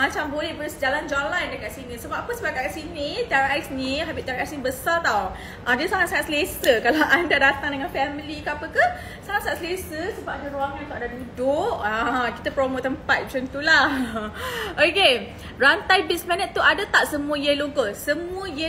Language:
Malay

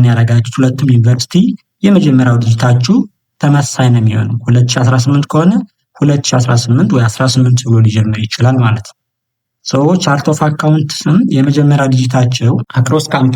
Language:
Amharic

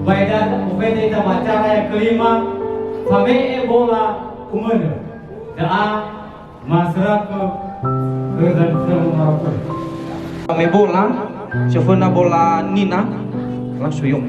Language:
Nias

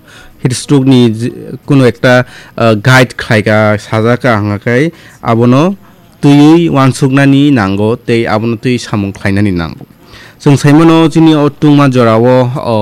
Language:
Kok Borok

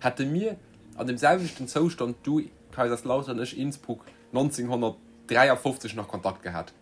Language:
Luxembourgish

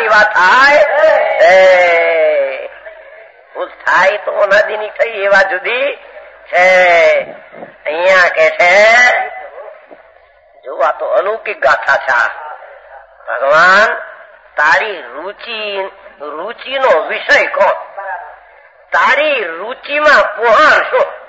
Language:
Gujarati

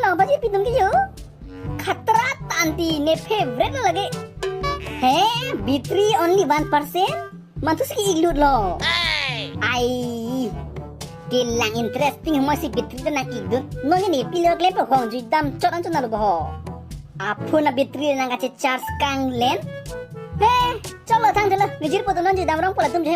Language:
Karbi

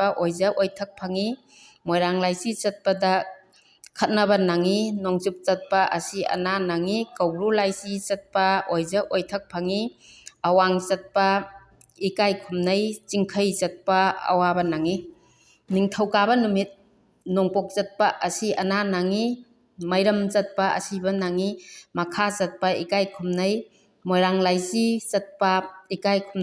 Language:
Manipuri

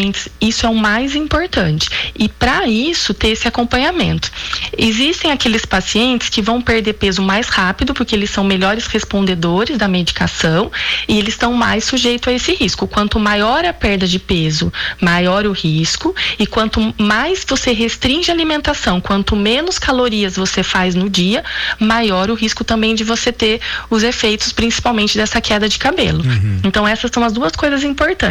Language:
Portuguese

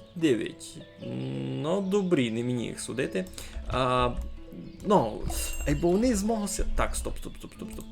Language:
Rusyn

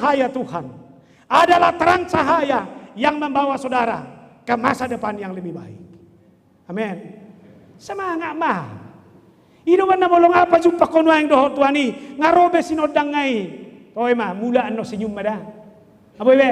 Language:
Batak Toba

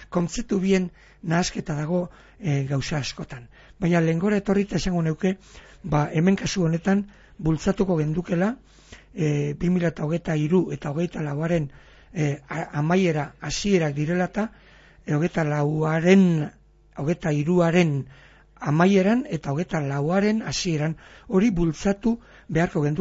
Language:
Basque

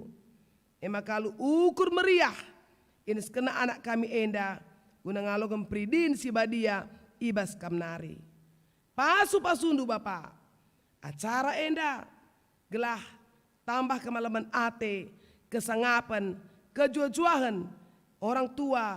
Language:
Batak Karo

